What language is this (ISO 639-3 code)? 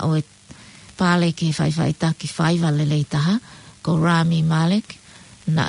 ton